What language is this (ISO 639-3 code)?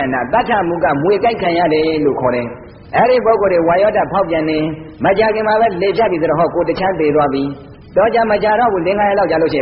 mya